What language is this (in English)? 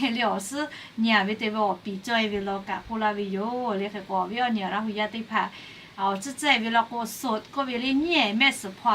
Lahu